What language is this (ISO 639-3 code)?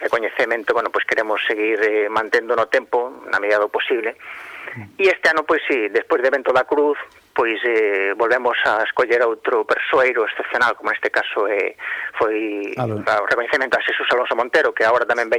glg